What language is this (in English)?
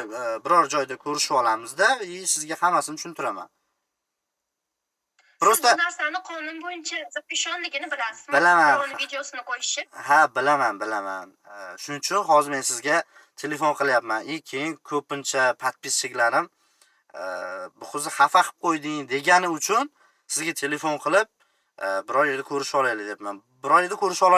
Uzbek